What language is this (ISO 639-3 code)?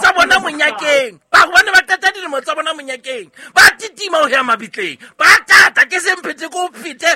sot